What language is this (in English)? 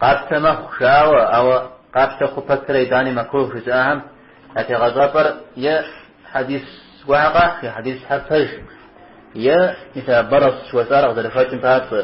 Kabardian